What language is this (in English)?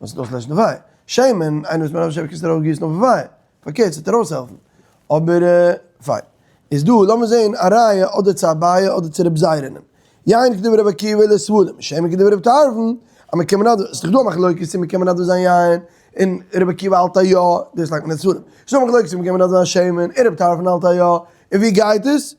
Yiddish